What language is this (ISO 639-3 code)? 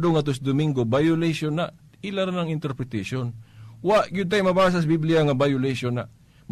ceb